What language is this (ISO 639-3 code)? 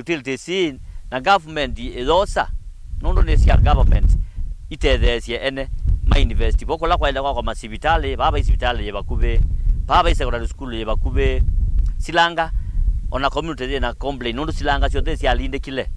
kam